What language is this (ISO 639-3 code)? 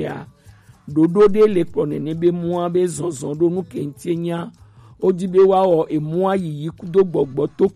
gej